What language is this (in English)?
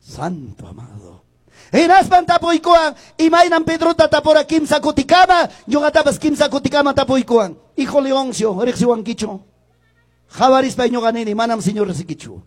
Quechua